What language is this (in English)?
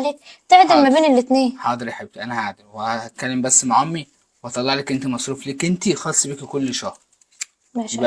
Egyptian Arabic